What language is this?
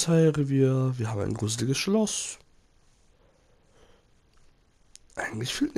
German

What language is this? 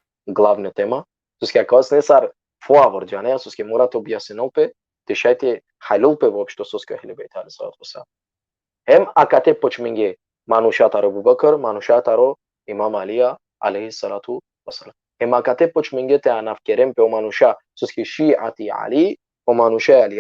Balkan Romani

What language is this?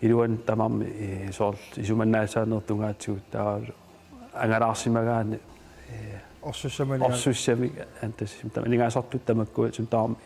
Kalaallisut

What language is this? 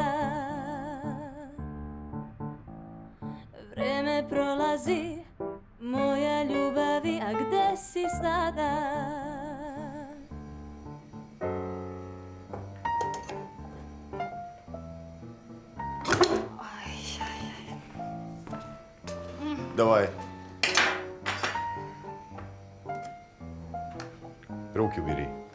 Serbian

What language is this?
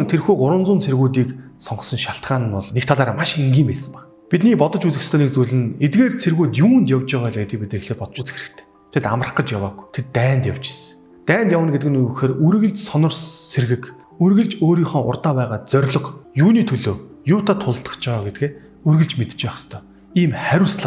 Mongolian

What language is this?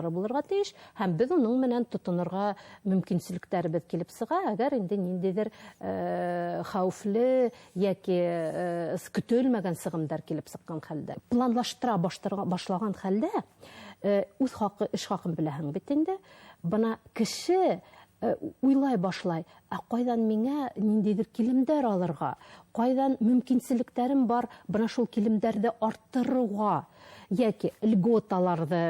Bashkir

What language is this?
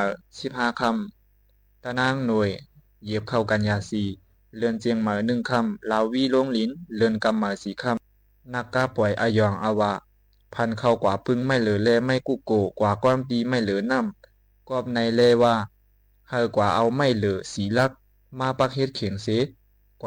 Shan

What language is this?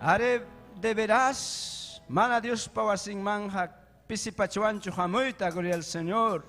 Ayacucho Quechua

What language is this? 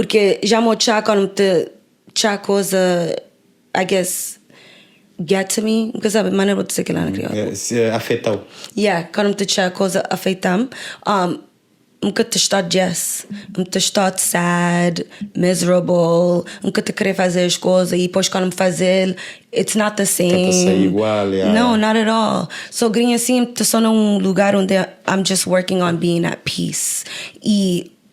Kabuverdianu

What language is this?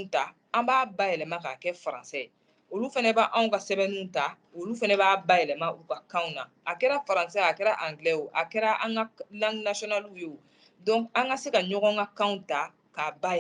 Bambara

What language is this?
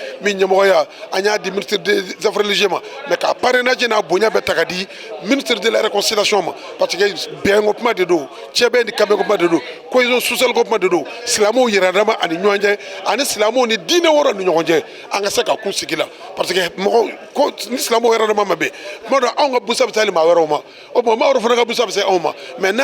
Bambara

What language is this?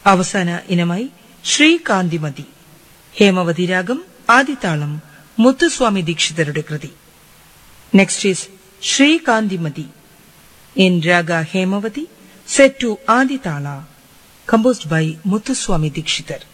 Malayalam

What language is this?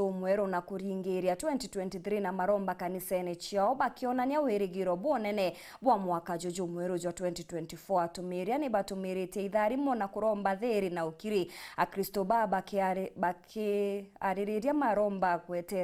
Meru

